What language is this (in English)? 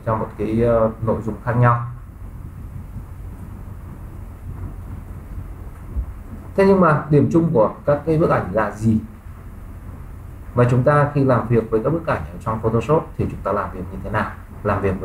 Vietnamese